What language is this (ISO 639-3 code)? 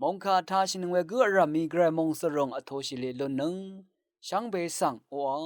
raw